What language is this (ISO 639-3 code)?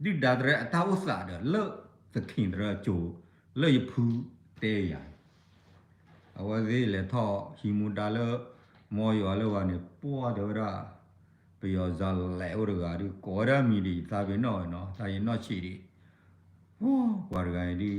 ksw